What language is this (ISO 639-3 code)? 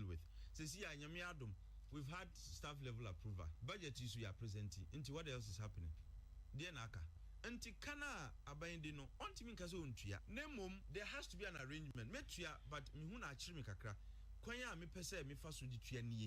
aka